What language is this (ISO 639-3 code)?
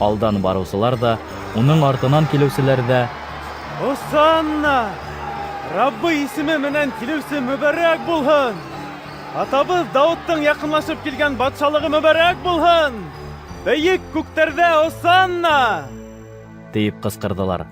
bak